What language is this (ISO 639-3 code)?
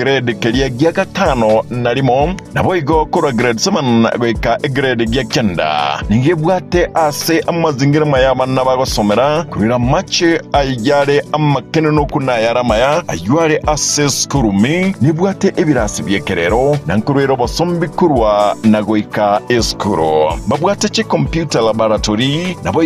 guz